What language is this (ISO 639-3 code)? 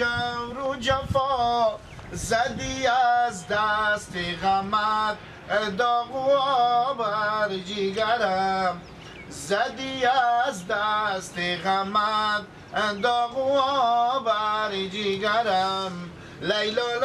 fas